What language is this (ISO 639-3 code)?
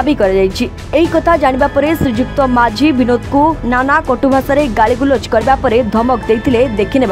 ori